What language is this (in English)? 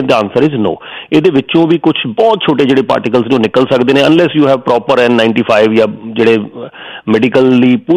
Punjabi